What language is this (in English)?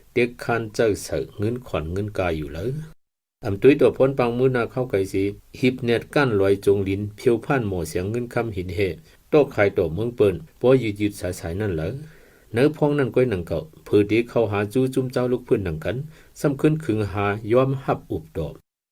Shan